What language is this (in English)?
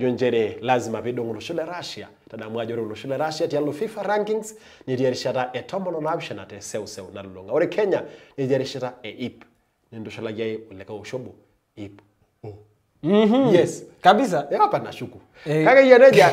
Masai